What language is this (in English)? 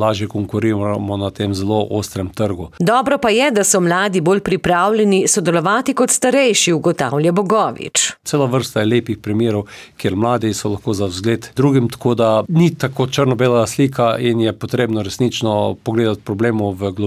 Slovenian